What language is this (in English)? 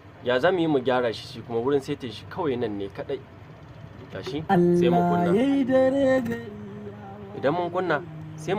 Hausa